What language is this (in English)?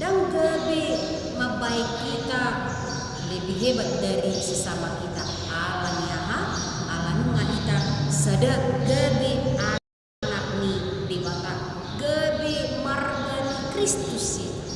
Batak Toba